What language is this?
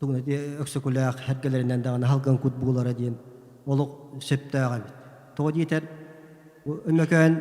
Yakut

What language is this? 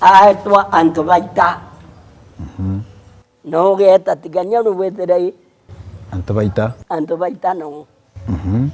Meru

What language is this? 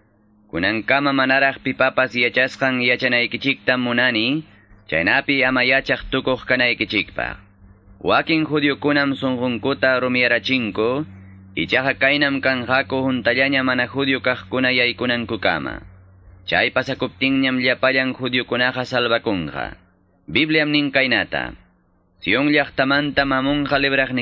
Quechua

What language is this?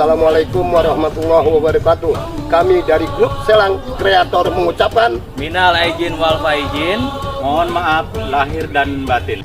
Betawi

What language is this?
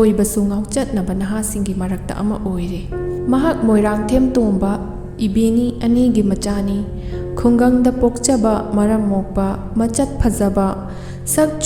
Manipuri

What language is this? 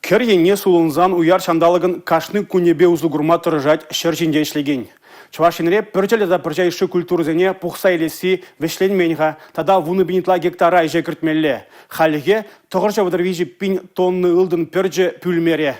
Chuvash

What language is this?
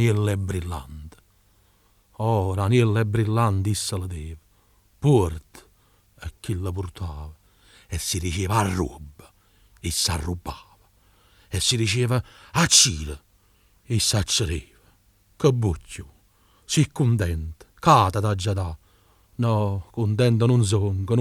Neapolitan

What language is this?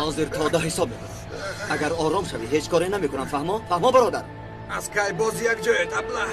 Tajik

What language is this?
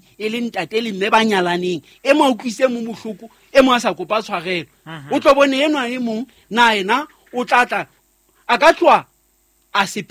Southern Sotho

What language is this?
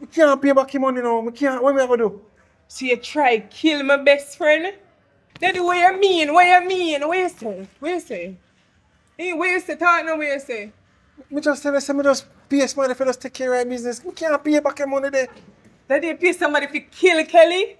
Jamaican Creole English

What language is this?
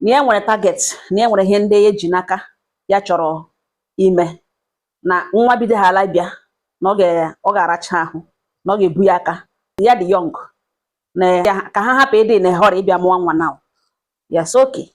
Igbo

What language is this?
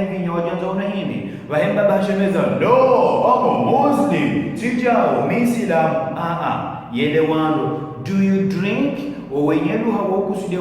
Ngazidja Comorian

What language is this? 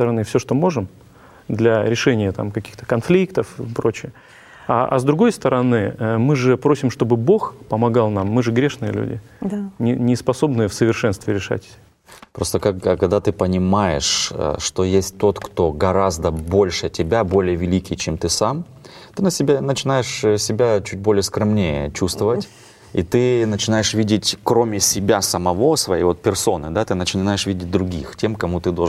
Russian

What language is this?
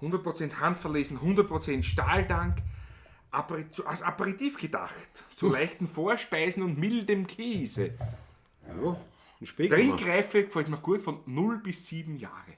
Bavarian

